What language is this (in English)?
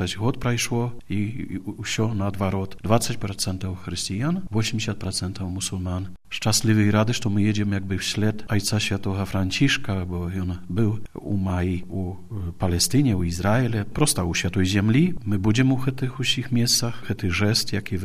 Belarusian